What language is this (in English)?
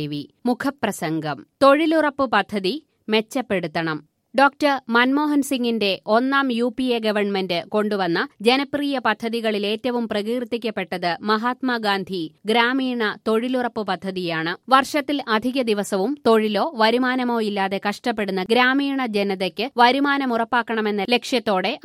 Malayalam